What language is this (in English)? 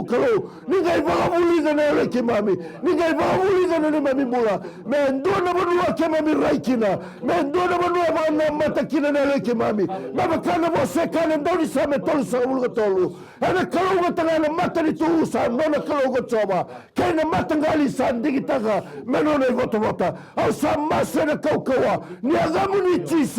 Fijian